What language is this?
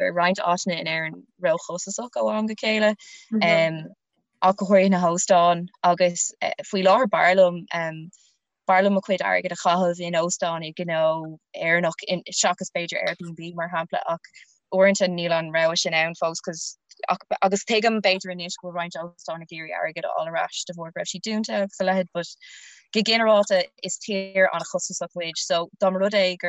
Irish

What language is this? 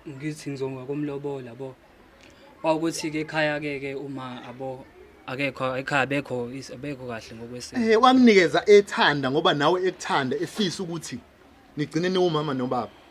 Zulu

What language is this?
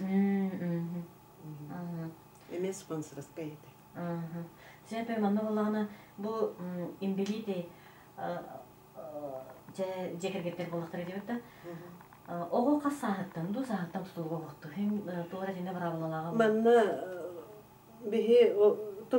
Yakut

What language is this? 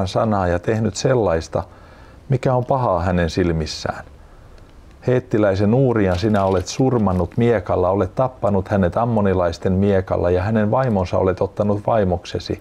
Finnish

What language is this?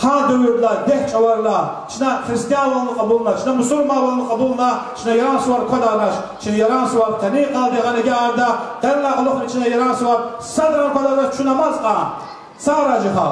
Lezghian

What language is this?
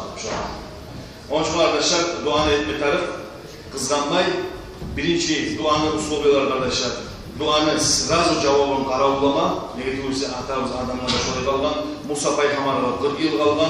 Kumyk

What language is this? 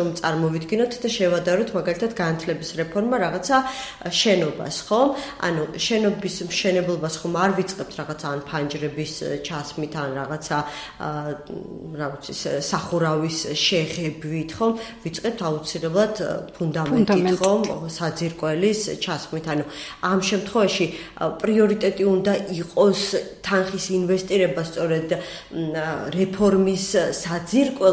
Georgian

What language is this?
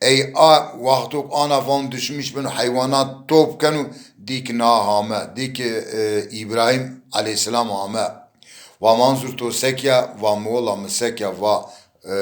Zaza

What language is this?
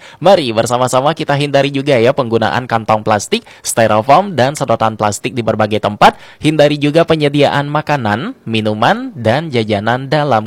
Indonesian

